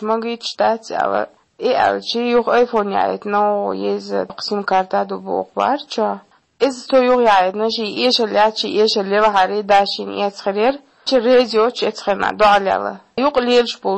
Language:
Chechen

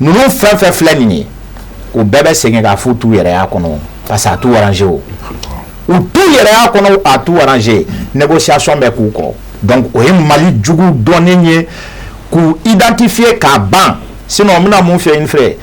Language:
Bambara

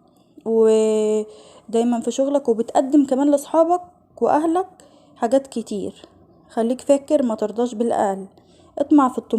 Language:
Egyptian Arabic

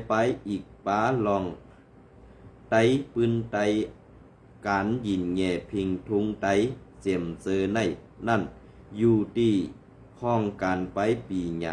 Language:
Shan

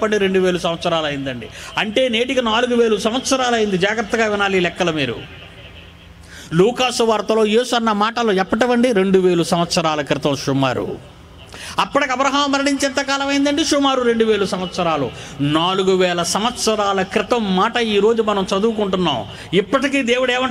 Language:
Telugu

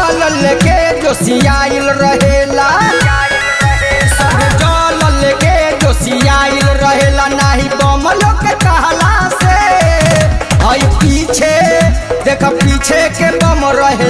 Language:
Bhojpuri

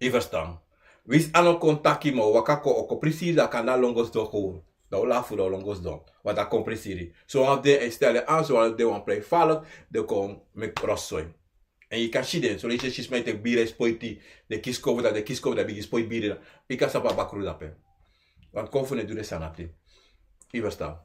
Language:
Sranan Tongo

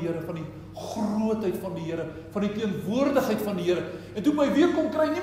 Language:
Afrikaans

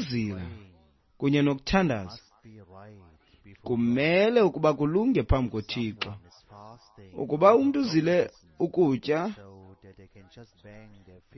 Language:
Xhosa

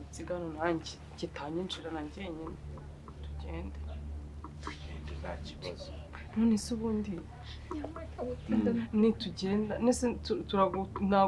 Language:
Kinyarwanda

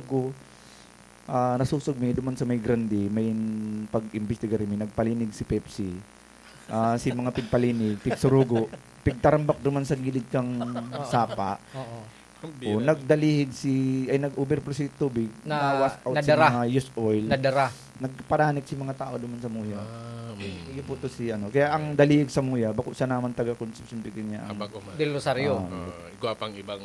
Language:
Bikol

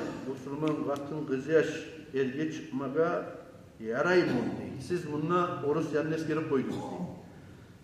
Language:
Kumyk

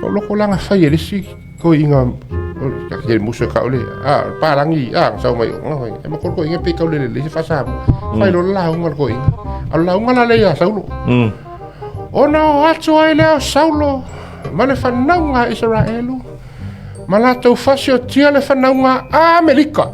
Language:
Samoan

